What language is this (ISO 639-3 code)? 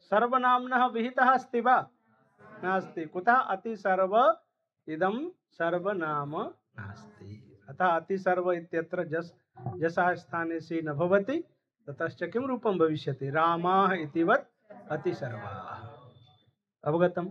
san